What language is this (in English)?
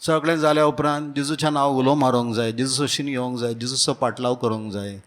Konkani